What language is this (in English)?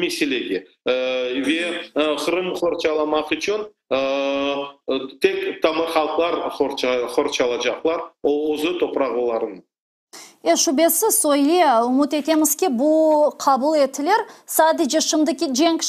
Crimean Tatar